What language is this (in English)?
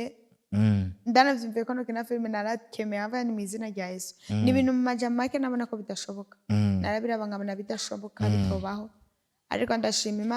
Rundi